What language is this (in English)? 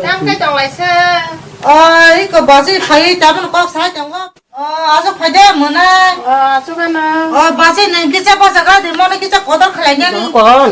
Kok Borok